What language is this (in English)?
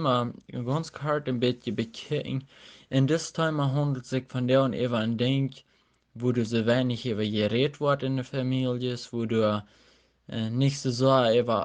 Plautdietsch